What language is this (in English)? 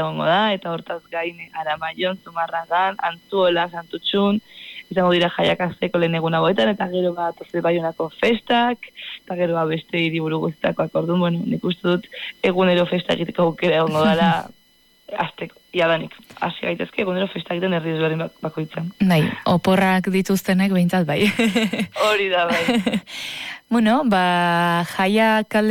Basque